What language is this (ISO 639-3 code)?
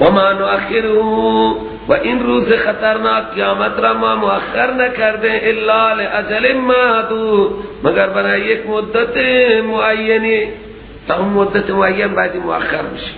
fas